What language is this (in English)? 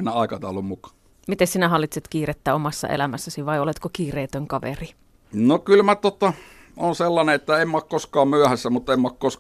Finnish